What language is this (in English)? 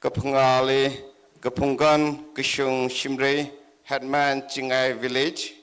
Tangkhul Naga (India)